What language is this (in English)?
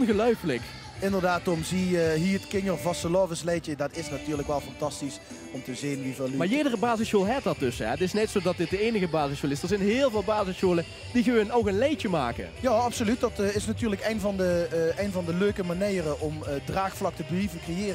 Limburgish